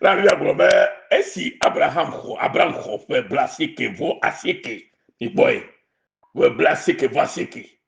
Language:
Ewe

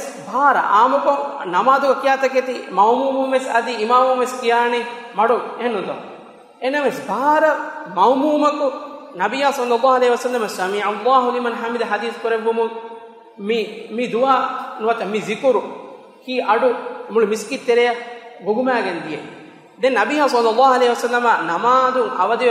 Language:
Divehi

